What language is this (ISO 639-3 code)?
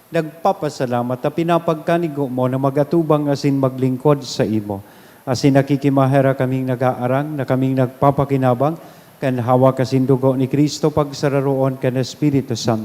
bik